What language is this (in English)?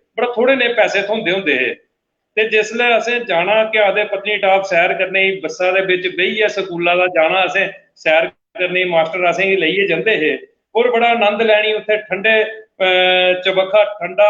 Dogri